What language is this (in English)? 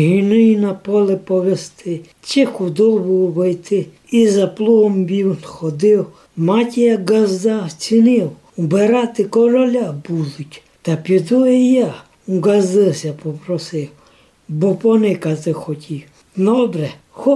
Rusyn